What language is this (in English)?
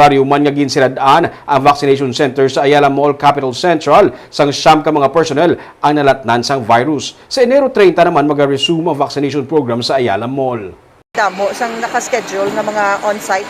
Hiligaynon